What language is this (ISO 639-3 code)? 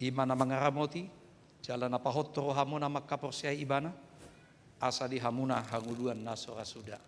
bbc